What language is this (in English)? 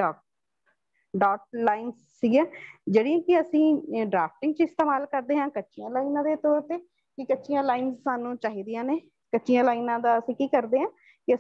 Punjabi